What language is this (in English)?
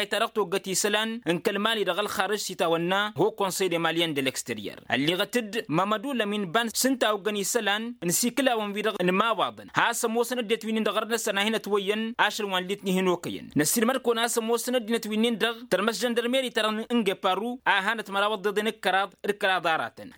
Tamasheq